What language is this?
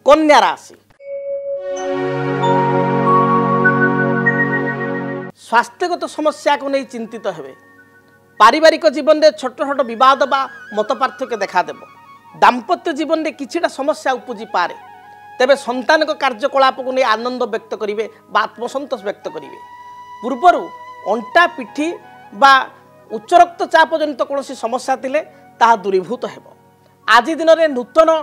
Odia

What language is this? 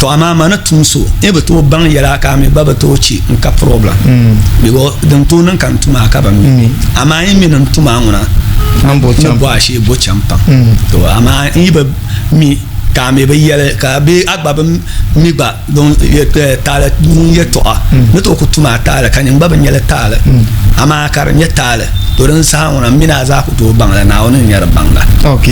Dagbani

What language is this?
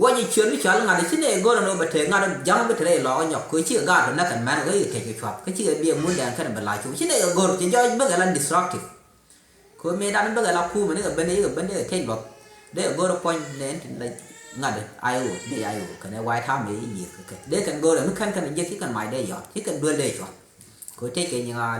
Nuer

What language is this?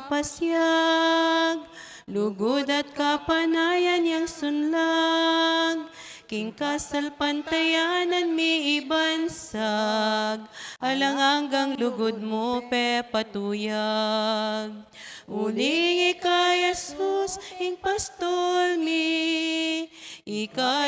Pampanga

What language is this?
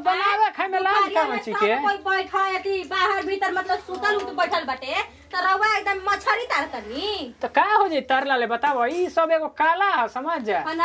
Bhojpuri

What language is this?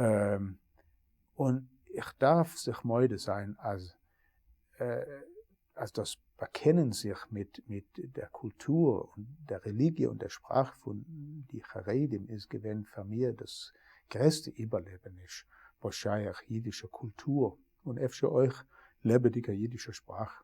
Yiddish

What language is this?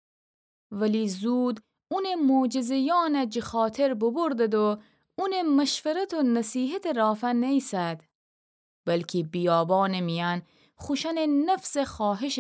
Gilaki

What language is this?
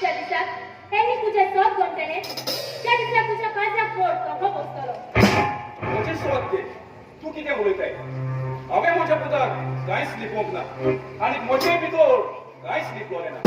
Konkani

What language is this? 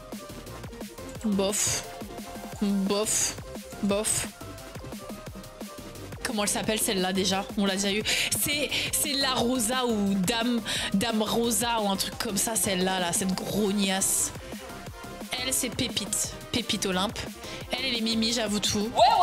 French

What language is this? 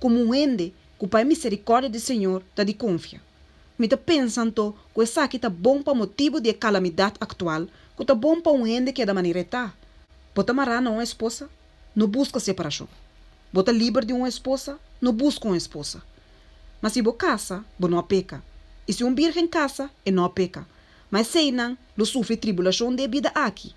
Papiamento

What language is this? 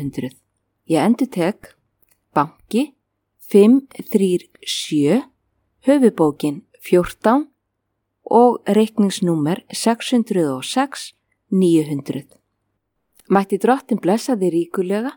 Icelandic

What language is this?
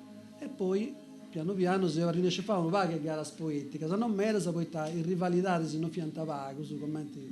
Sardinian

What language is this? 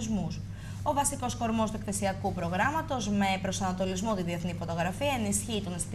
Greek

